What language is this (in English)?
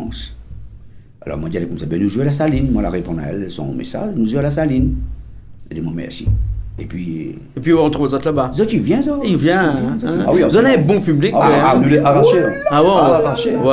Réunion Creole French